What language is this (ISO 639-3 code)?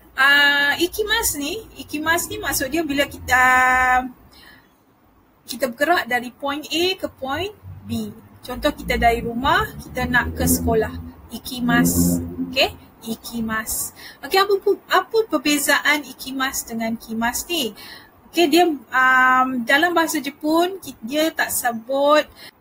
msa